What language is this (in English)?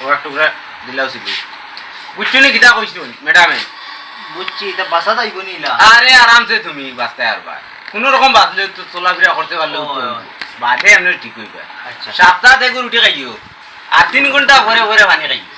Sylheti